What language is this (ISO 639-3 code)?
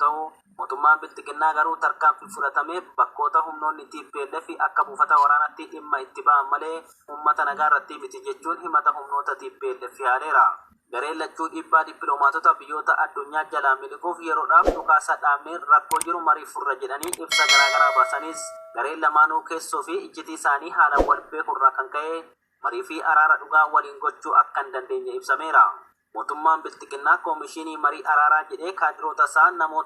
orm